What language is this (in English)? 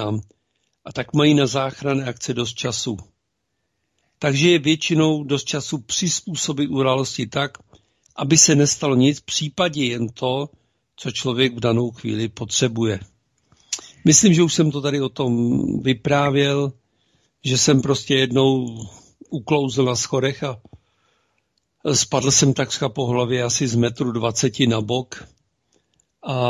Czech